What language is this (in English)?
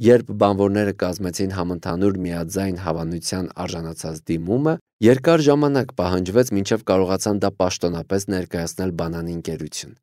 Armenian